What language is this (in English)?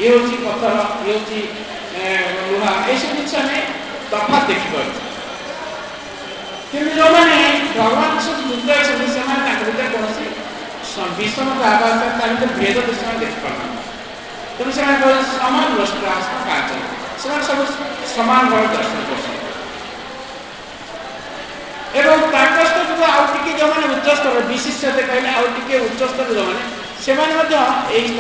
Odia